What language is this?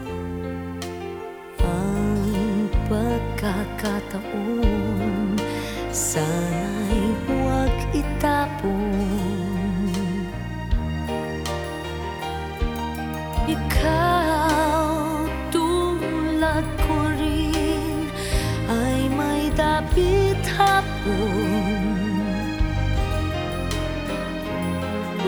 Filipino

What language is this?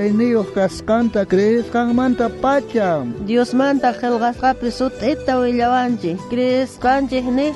South Bolivian Quechua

